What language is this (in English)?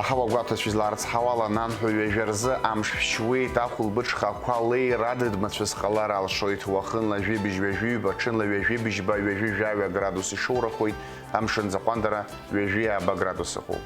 Abkhazian